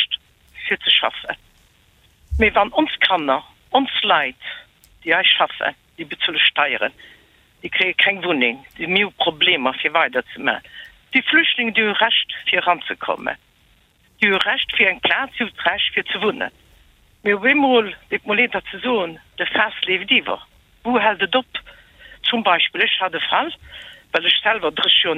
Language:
Luxembourgish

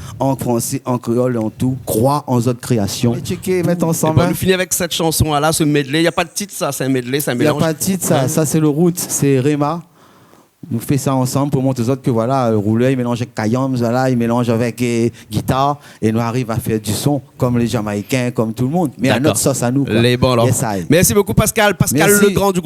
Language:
Réunion Creole French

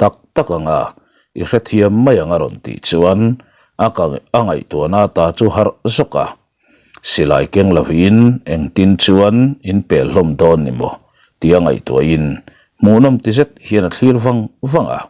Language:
Mizo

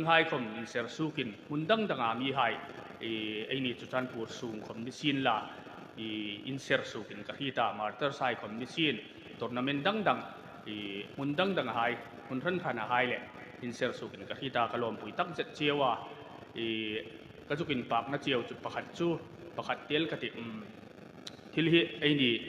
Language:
Hmar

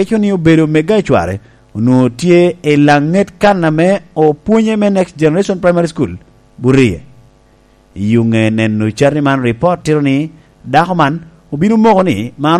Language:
Lango (Uganda)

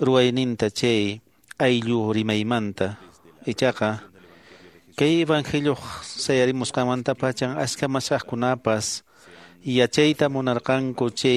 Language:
Quechua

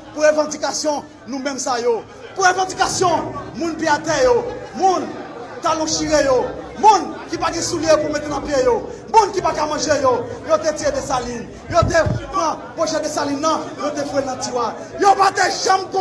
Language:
Haitian Creole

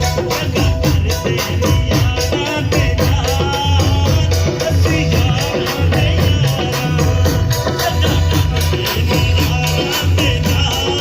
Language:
Pahari-Potwari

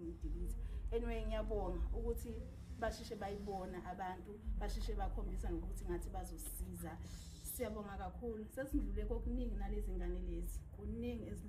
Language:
Zulu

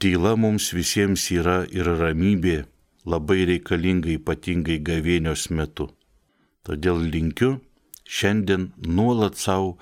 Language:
Lithuanian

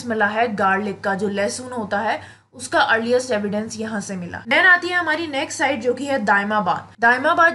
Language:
Hindi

